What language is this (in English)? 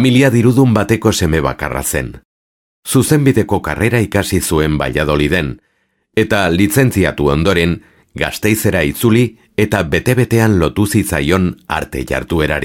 Basque